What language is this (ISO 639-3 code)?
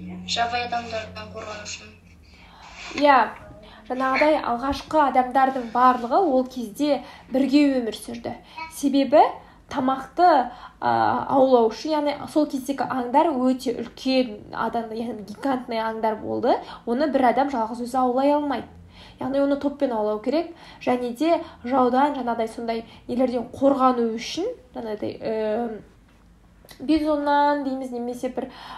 kaz